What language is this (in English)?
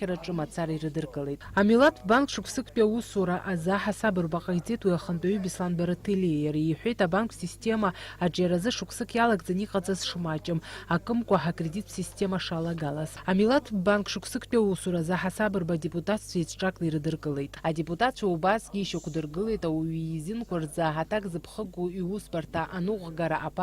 Abkhazian